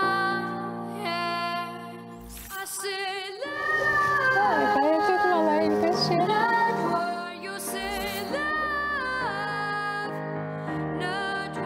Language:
Ukrainian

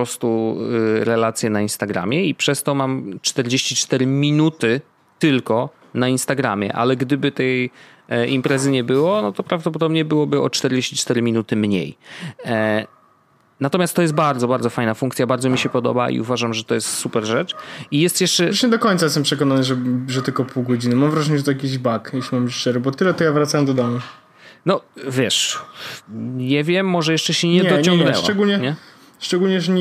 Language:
Polish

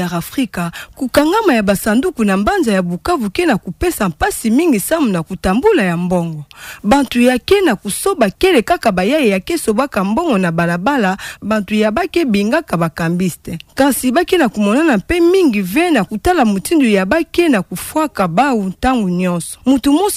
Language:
Kituba (Democratic Republic of Congo)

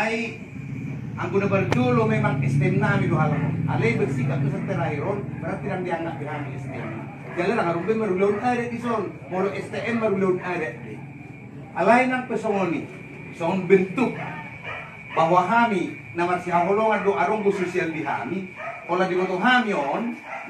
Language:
Batak Toba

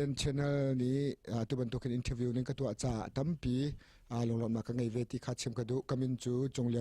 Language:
Hakha Chin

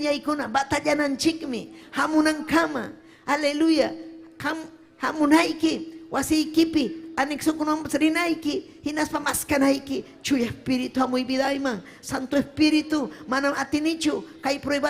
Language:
Ayacucho Quechua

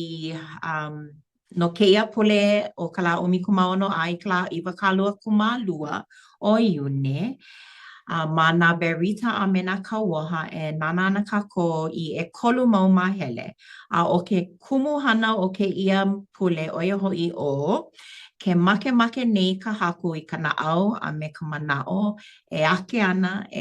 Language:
Hawaiian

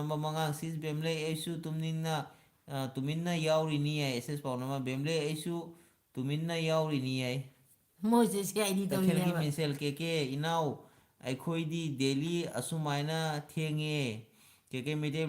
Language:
Manipuri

